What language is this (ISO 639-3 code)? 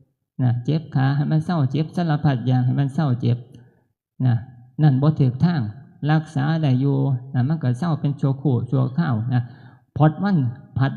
tts